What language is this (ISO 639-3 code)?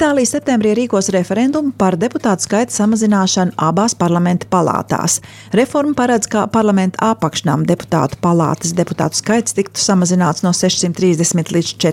lav